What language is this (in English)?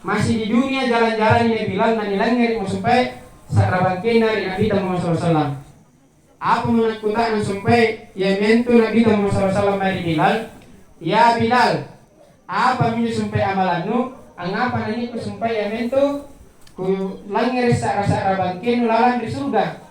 Makasar